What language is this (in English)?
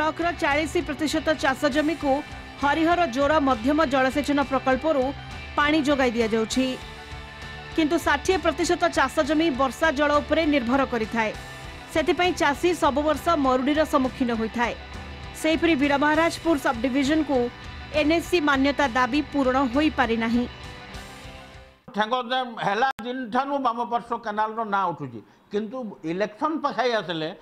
Odia